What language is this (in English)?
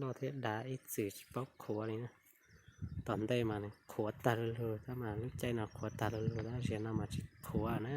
Hmong